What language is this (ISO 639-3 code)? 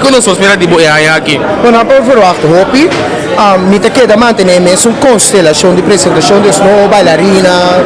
pap